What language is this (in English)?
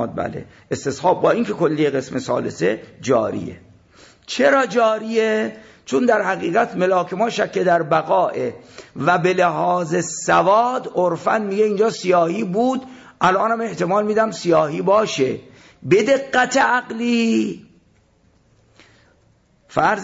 Persian